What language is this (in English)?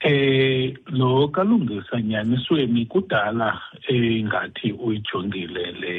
Xhosa